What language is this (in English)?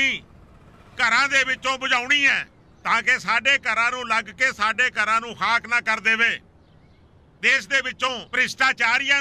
Punjabi